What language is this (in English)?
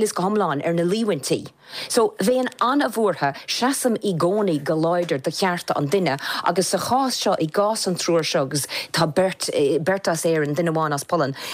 Irish